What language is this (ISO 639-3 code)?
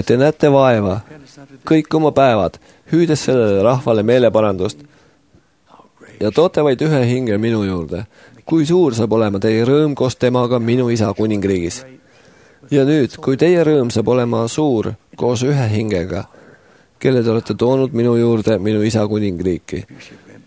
est